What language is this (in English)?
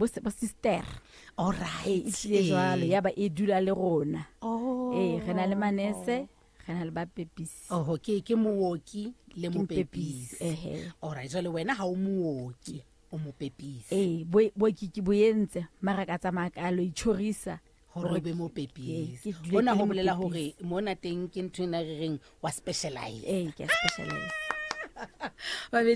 Southern Sotho